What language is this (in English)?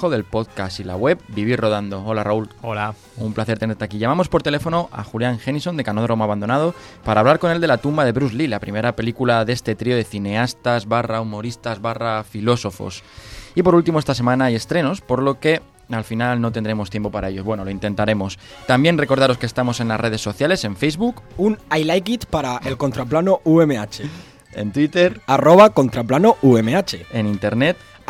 Spanish